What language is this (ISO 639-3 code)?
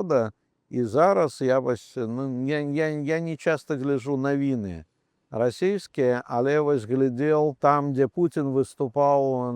bel